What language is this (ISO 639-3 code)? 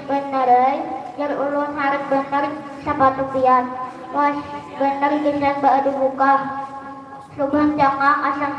bjn